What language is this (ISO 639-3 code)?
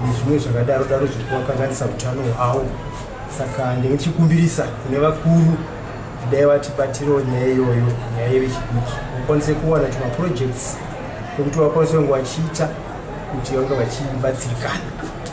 sna